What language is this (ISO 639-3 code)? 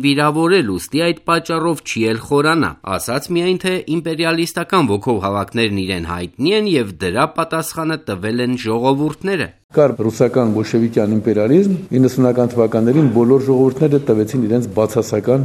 hye